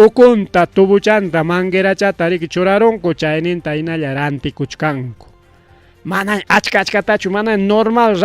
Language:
Ayacucho Quechua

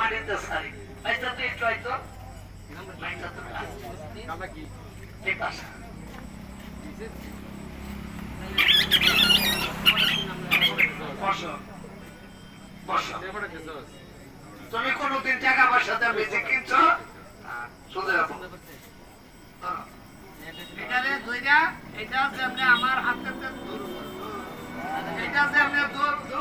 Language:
Bangla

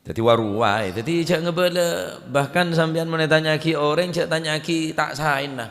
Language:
Madurese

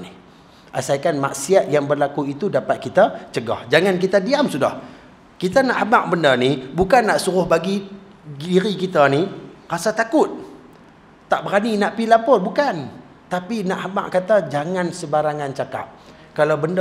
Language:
Malay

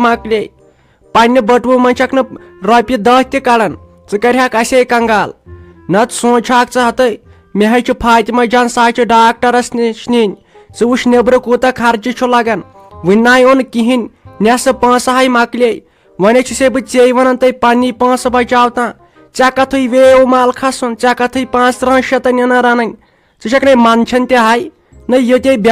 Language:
Kashmiri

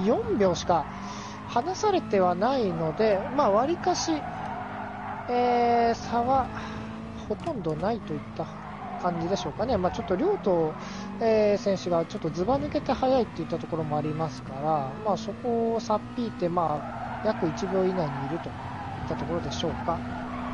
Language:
Japanese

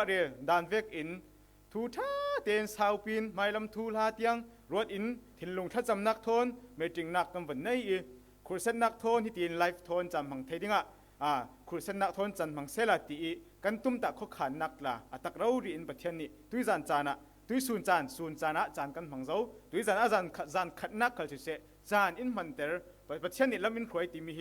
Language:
Falam Chin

